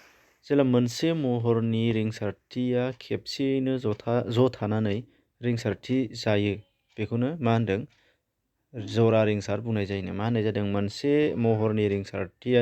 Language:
Bodo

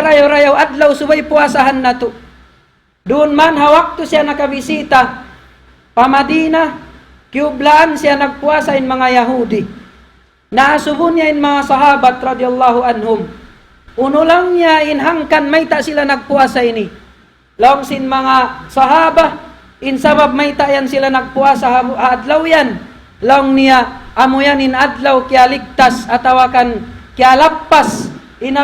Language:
Tausug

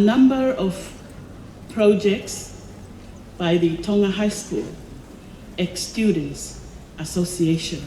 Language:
Tongan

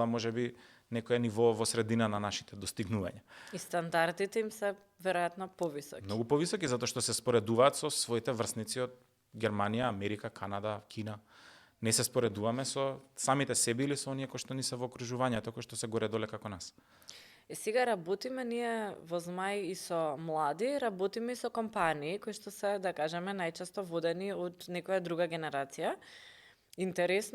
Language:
Macedonian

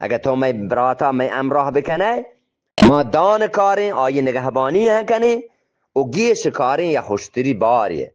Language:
Eastern Balochi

